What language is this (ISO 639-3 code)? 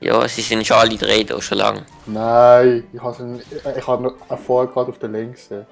gsw